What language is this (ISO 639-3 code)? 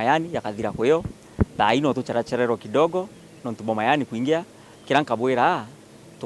mer